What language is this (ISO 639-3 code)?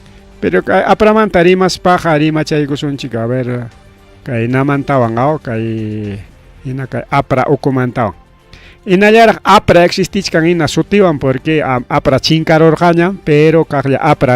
quy